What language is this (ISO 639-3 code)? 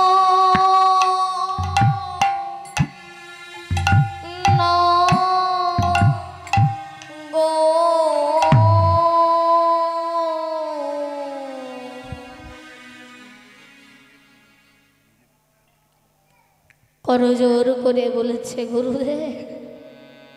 ben